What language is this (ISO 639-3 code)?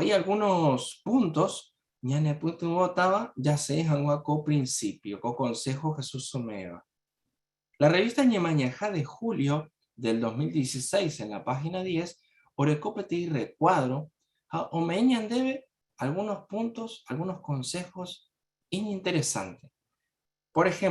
grn